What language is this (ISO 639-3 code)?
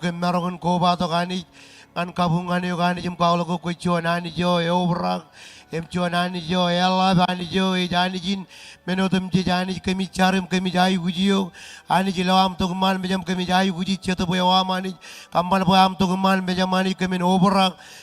mah